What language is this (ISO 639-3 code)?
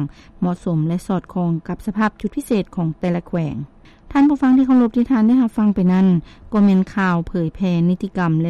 lao